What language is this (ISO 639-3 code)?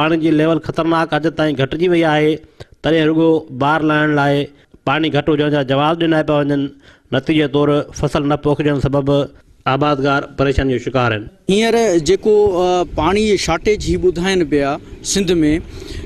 snd